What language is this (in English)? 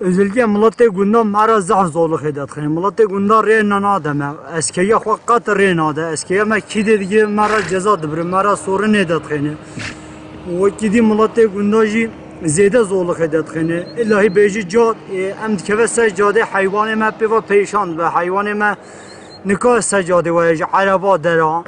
Kurdish